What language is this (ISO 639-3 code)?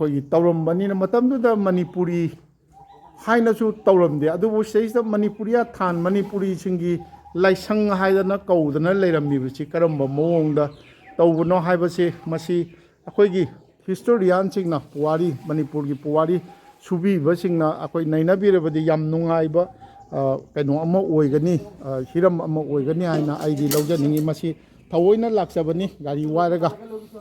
mni